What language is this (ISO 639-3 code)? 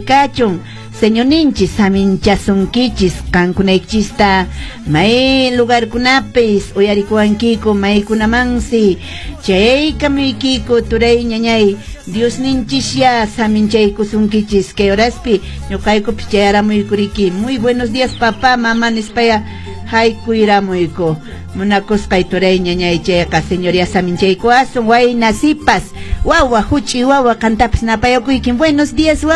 que